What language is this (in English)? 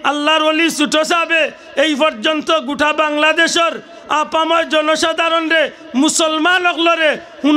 Sylheti